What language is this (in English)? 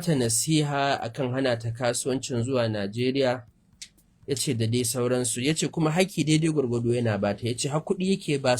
Hausa